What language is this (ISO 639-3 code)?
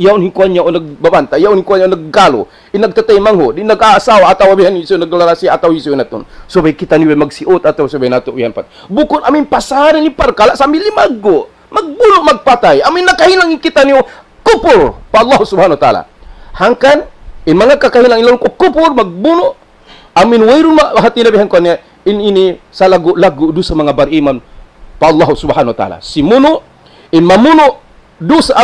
tsg